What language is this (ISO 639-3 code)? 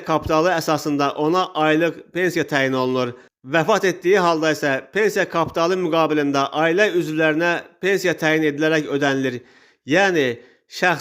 aze